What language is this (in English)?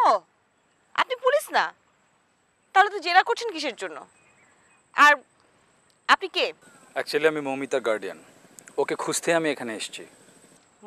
Bangla